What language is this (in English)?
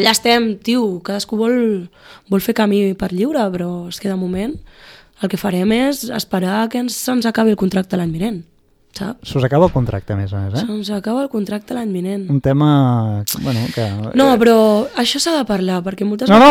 Catalan